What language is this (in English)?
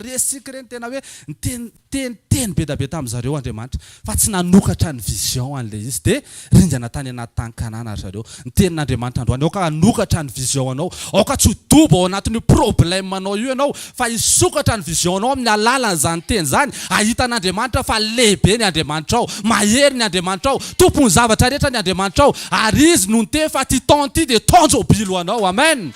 Malagasy